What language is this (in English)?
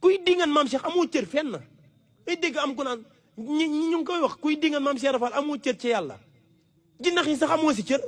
Wolof